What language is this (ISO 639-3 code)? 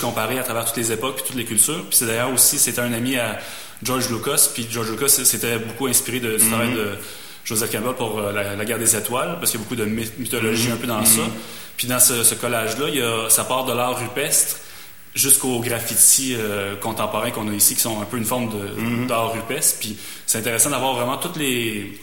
fra